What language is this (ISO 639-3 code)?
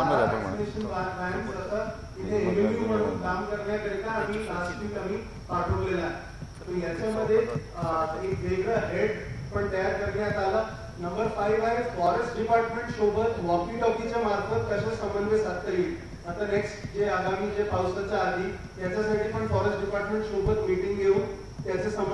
mar